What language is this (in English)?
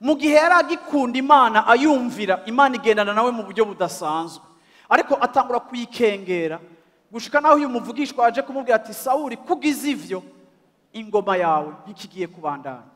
Rundi